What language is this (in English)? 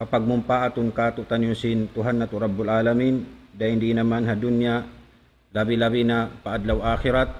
Tausug